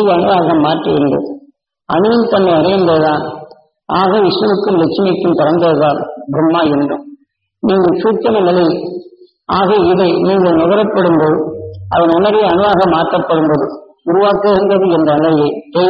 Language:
Tamil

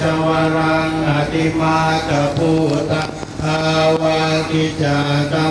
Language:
Pali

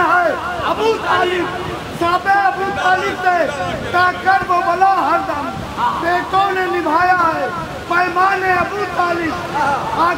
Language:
Urdu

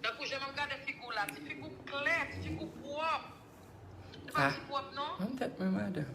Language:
Haitian Creole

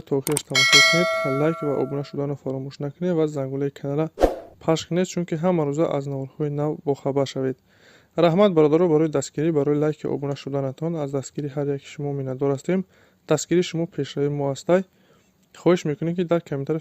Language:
Tajik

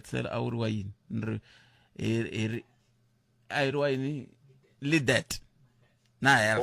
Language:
Tsonga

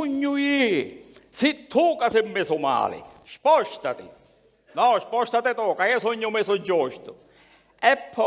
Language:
Sicilian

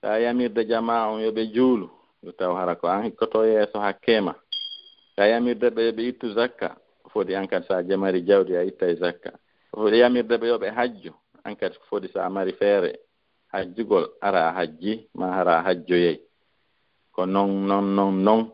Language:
Fula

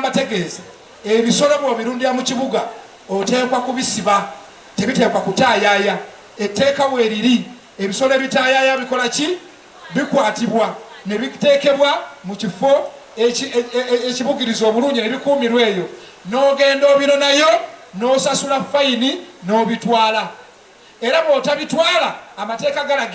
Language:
Ganda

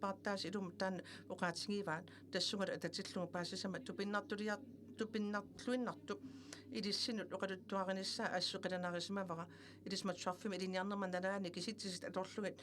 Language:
Kalaallisut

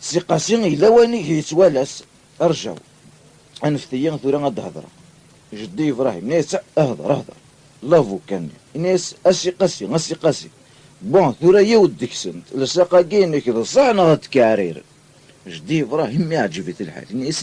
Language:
Kabyle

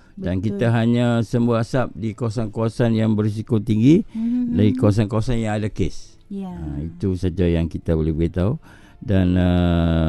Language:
Malay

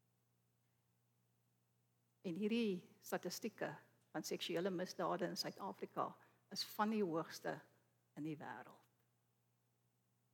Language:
Afrikaans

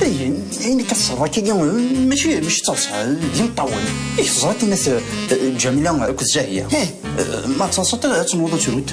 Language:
Kabyle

